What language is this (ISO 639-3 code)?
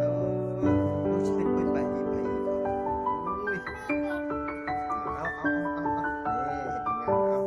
lao